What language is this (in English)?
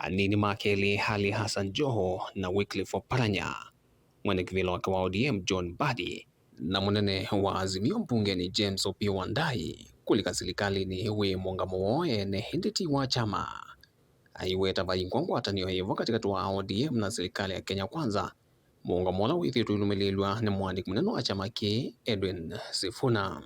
Kamba